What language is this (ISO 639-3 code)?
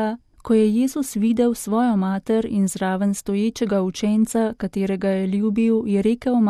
slv